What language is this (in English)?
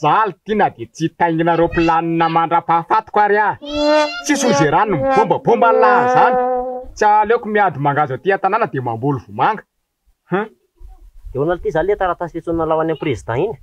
Malagasy